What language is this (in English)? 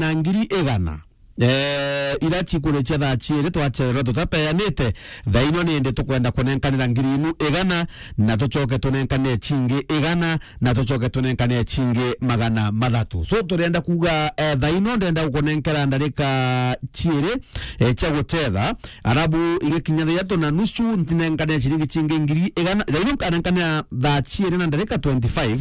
Meru